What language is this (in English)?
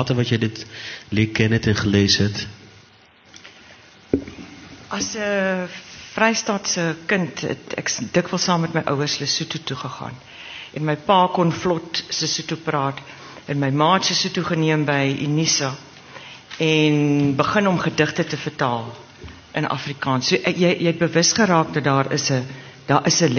Afrikaans